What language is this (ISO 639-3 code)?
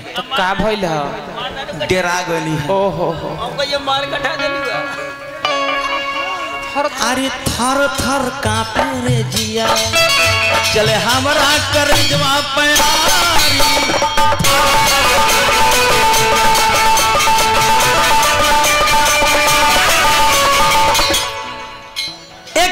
bho